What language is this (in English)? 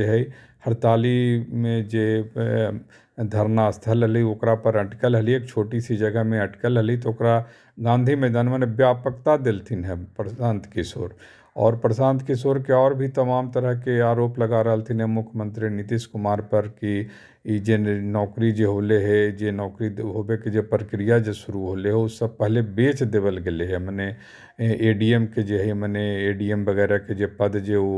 Magahi